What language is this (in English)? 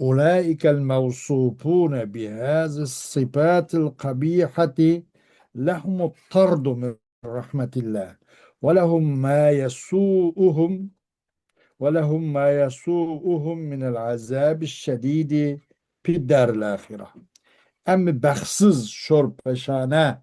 Uyghur